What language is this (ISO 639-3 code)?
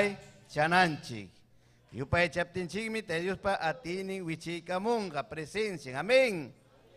quy